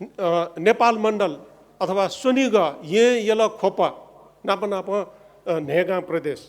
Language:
Newari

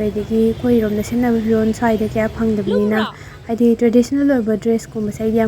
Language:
Manipuri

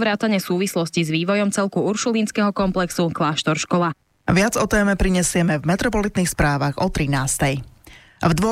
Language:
Slovak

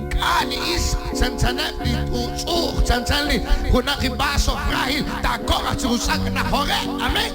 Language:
Kekchí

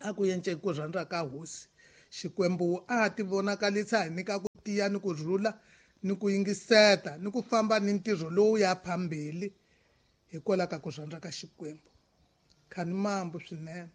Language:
Tsonga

